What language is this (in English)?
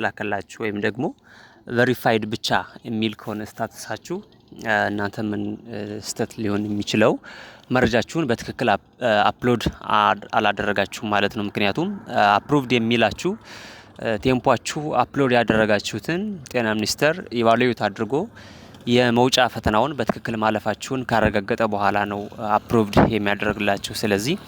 Amharic